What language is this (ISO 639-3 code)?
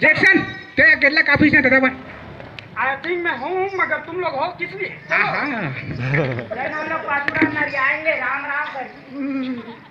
hne